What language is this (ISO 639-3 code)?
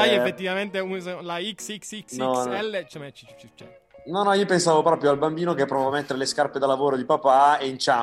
ita